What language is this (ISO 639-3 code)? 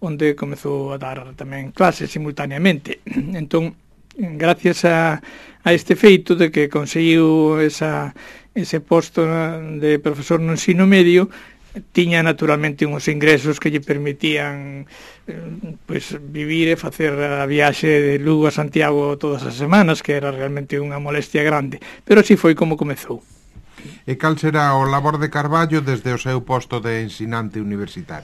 glg